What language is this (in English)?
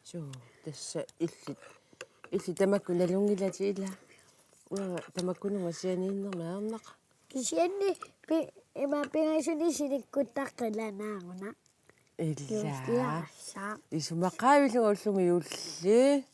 Kalaallisut